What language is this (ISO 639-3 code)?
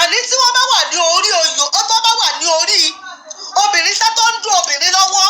yor